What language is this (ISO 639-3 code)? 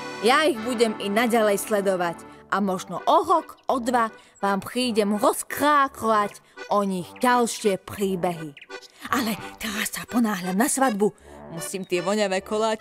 slk